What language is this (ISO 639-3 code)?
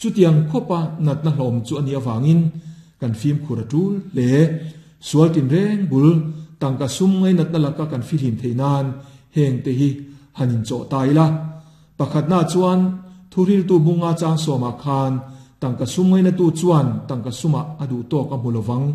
lus